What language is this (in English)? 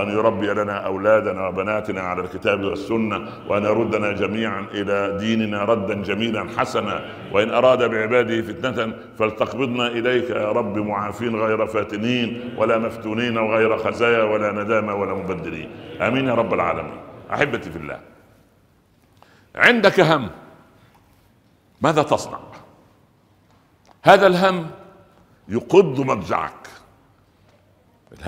Arabic